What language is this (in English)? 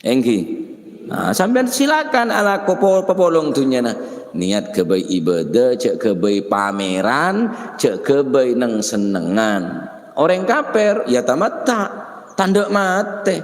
Madurese